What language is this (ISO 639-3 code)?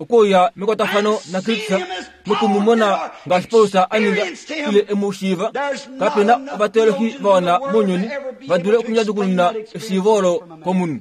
kua